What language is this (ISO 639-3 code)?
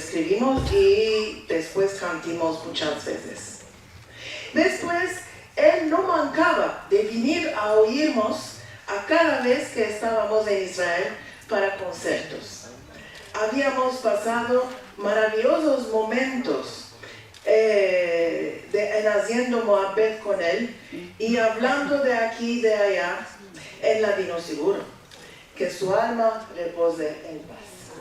lad